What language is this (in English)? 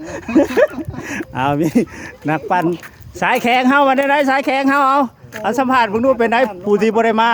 Lao